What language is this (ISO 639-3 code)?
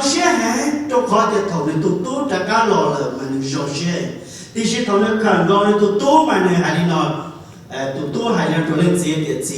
hmn